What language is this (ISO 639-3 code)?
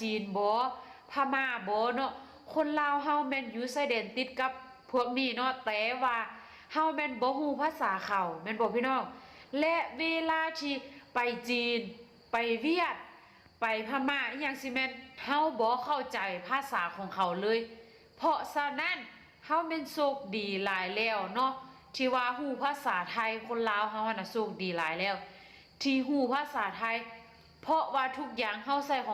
tts